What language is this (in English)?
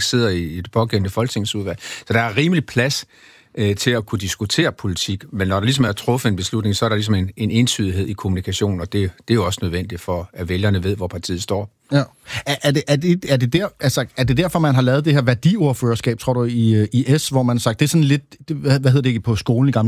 Danish